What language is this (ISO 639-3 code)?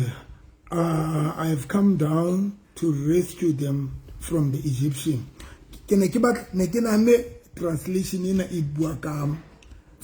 sot